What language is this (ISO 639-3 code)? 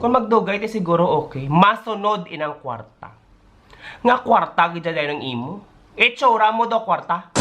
hil